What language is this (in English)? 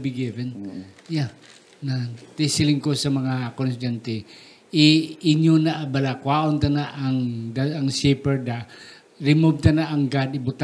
Hiligaynon